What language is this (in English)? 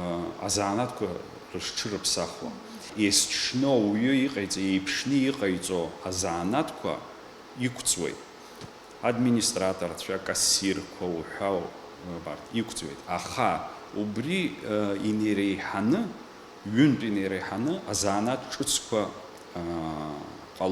Abkhazian